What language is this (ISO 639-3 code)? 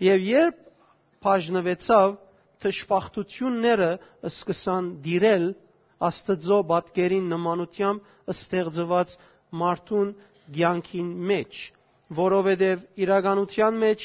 hyw